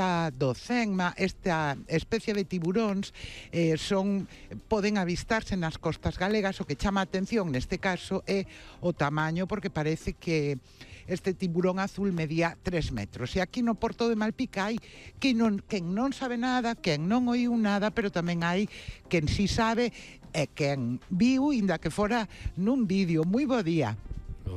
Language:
Galician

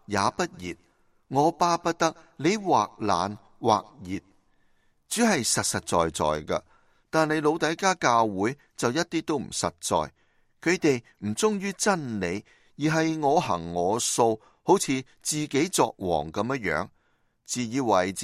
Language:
Cantonese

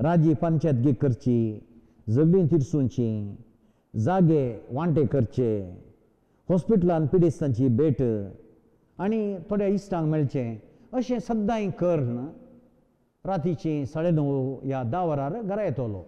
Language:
Konkani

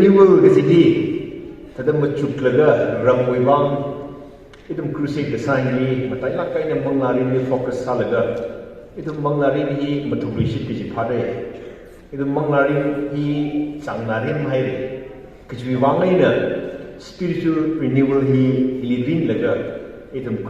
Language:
Tangkhul Naga (India)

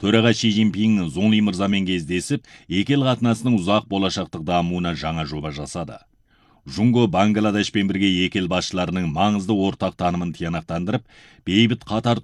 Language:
Kazakh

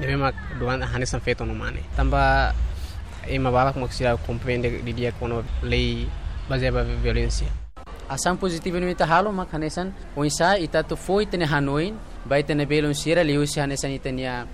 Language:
Tetum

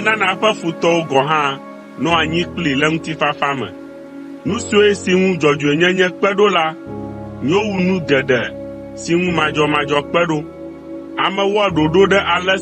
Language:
Ewe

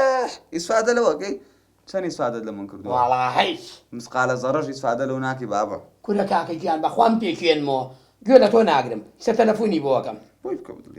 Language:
Central Kurdish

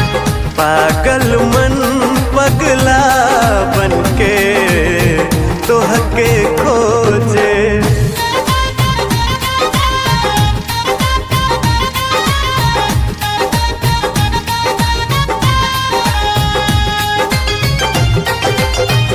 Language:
Bhojpuri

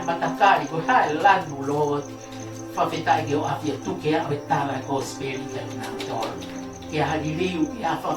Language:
Tongan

